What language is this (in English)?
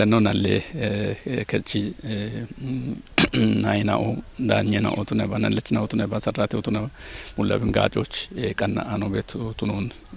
Kafa